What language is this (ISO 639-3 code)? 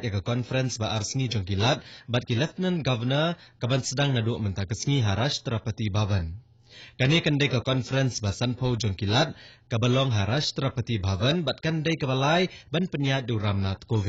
kha